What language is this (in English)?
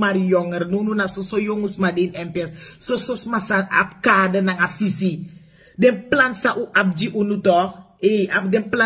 Sranan Tongo